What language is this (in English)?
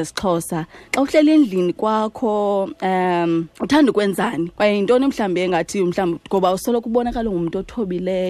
Xhosa